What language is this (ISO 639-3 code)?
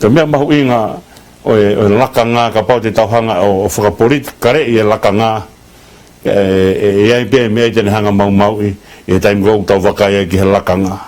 ton